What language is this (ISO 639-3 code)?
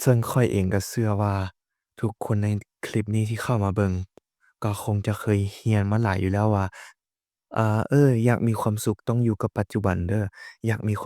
lao